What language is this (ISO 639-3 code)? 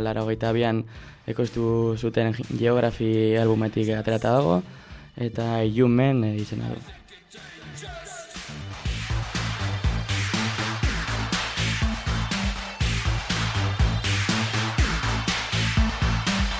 eus